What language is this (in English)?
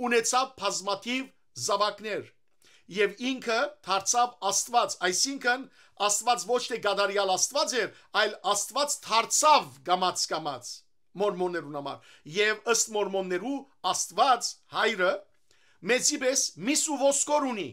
Western Armenian